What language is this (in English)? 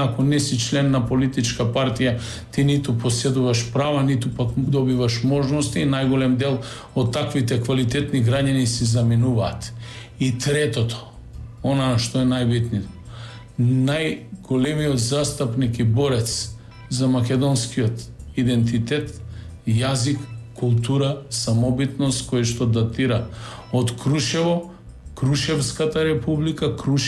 Macedonian